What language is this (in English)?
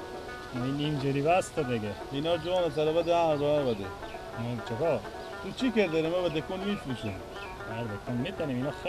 Persian